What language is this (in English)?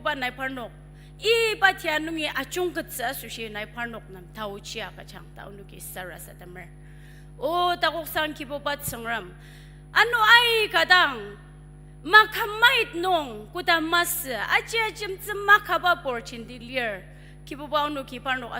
Ao Naga